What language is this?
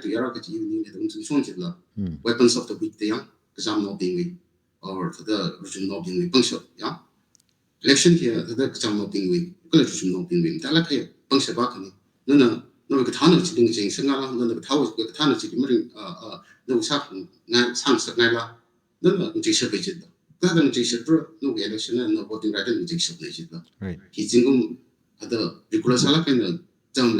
Tangkhul Naga (India)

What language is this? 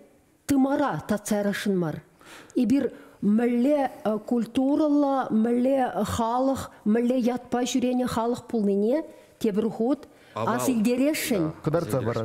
Chuvash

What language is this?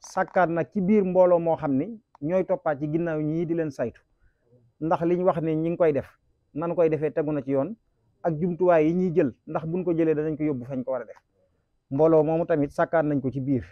Wolof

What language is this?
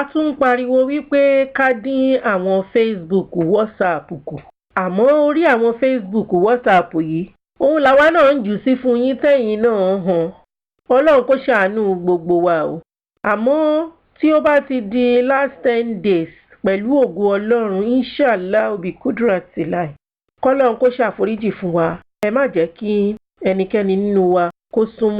Yoruba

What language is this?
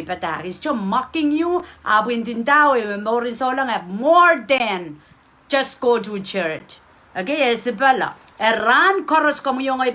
Pohnpeian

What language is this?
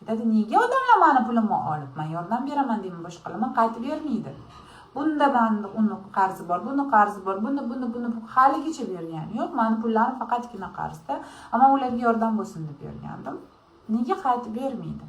Uzbek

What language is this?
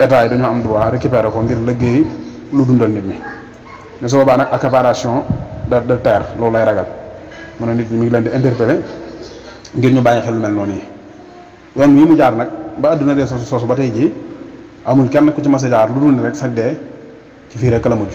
Wolof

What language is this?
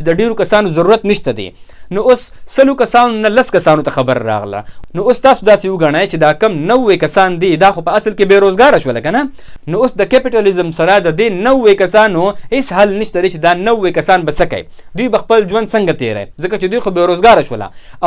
Pashto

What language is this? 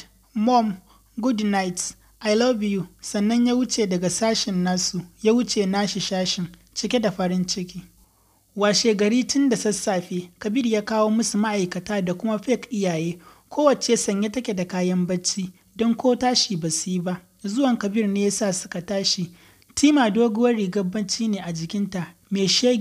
Hausa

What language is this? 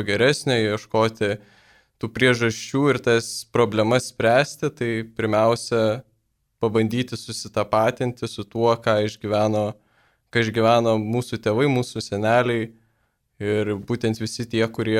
Lithuanian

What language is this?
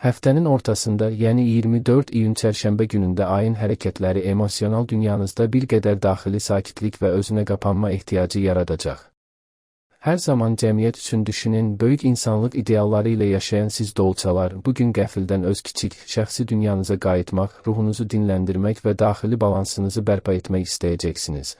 Azerbaijani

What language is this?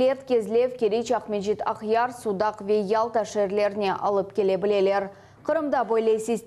Crimean Tatar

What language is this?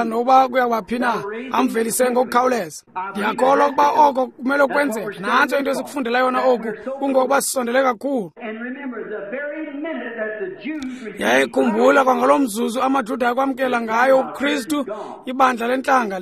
Xhosa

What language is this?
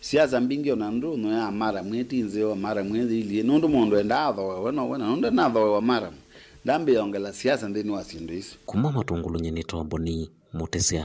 Kamba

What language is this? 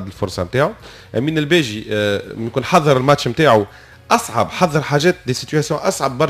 Tunisian Arabic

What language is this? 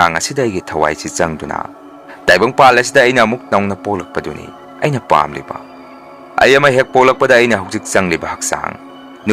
Manipuri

